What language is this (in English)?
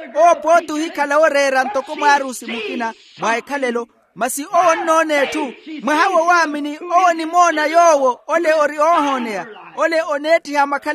Makhuwa